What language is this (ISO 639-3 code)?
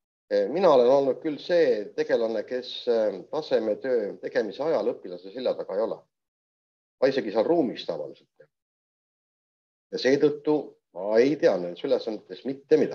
est